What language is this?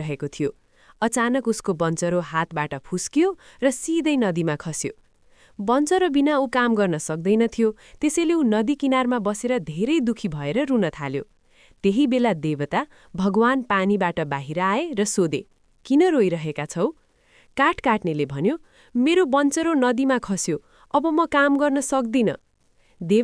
Nepali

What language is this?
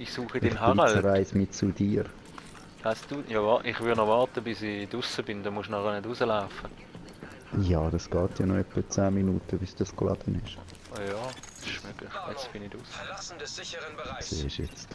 Swiss German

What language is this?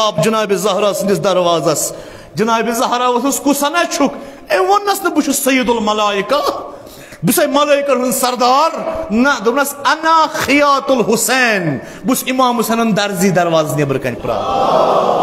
Kashmiri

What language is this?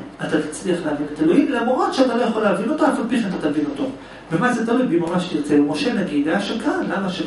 Hebrew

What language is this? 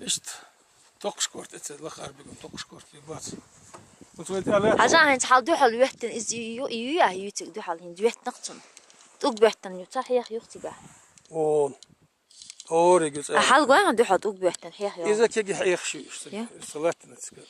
Chechen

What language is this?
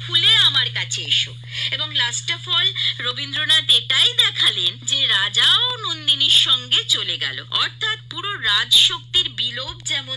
Bangla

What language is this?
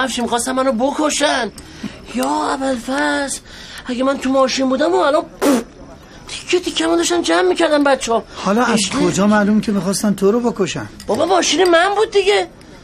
Persian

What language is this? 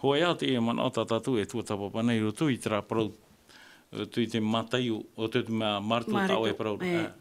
Tahitian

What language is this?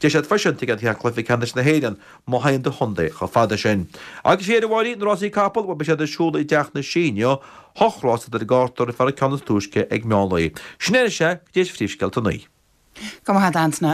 Irish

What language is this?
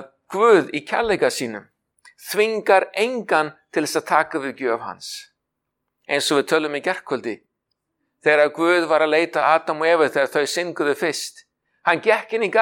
Icelandic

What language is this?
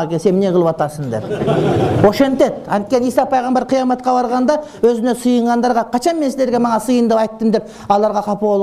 Kyrgyz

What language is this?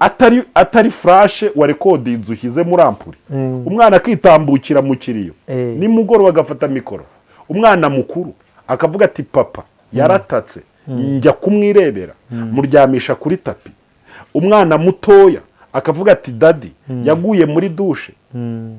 Kinyarwanda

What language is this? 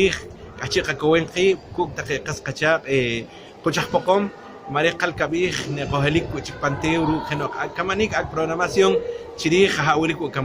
Poqomchi'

